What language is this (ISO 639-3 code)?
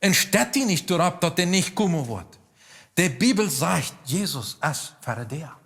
pdt